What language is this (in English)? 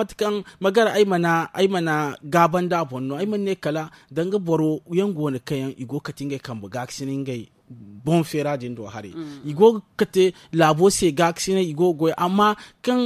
Zarma